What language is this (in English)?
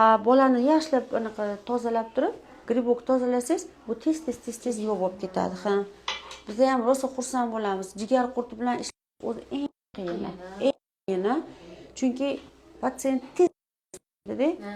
Uzbek